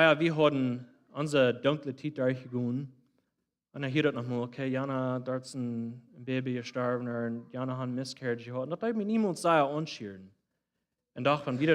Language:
Plautdietsch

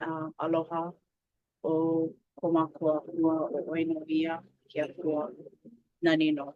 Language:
Hawaiian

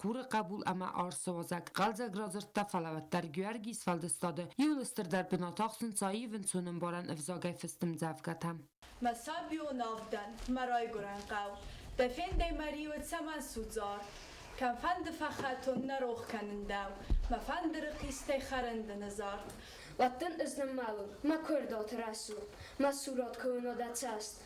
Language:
Ossetic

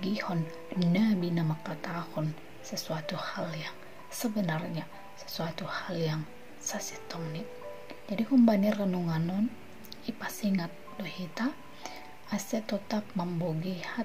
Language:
Batak Simalungun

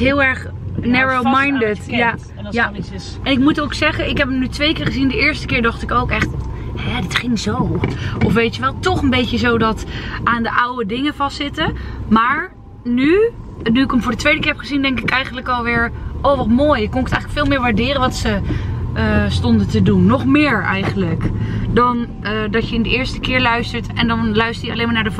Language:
Dutch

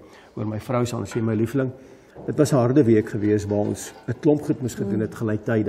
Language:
Afrikaans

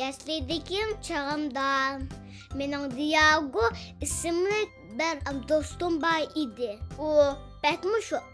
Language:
Uyghur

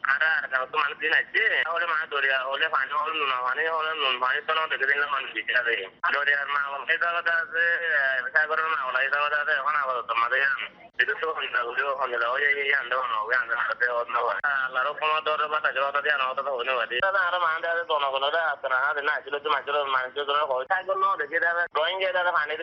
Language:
Bangla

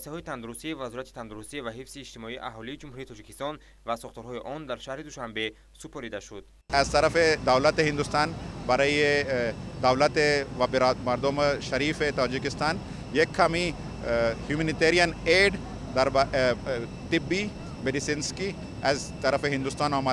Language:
Tajik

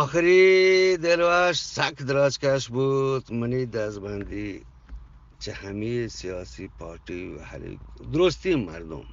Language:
Eastern Balochi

